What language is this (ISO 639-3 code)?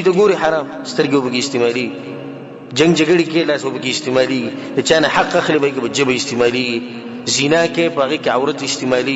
pus